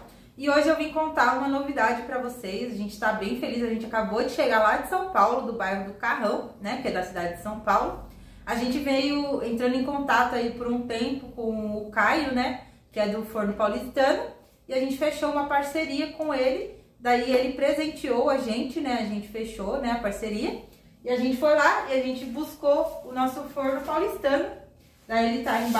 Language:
Portuguese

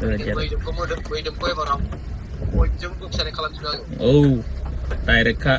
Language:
Bodo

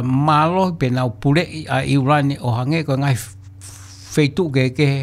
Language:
Tongan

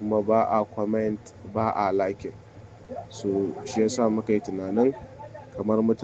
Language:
Hausa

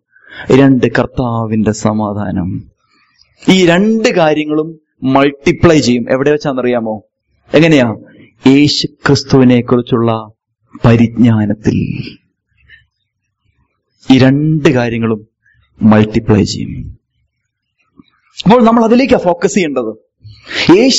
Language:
Malayalam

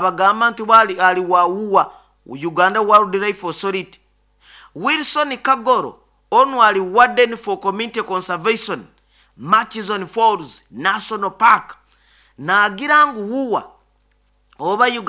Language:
Nyoro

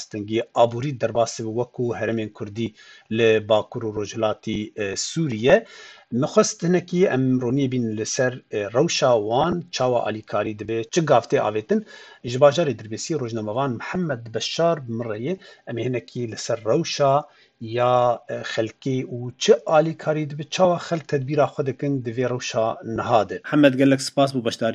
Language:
Kurdish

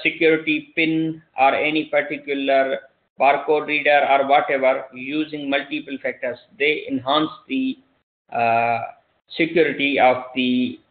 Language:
English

